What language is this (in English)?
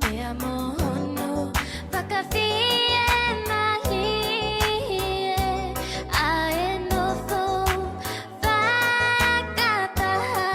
Tongan